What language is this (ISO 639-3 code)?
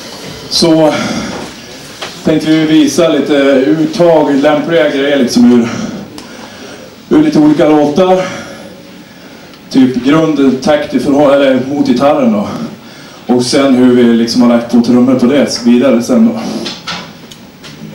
swe